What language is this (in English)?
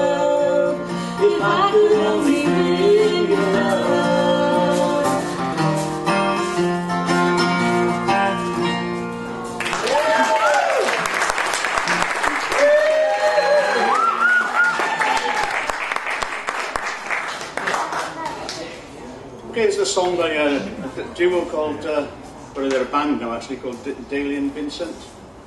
English